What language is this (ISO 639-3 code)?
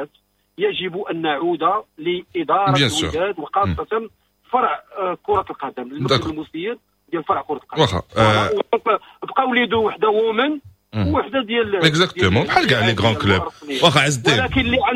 ary